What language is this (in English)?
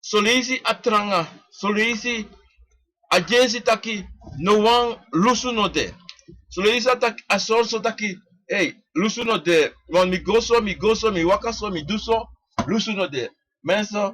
Sranan Tongo